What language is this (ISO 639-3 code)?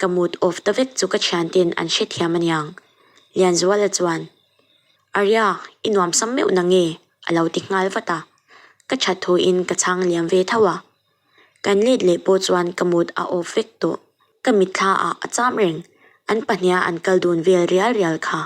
lus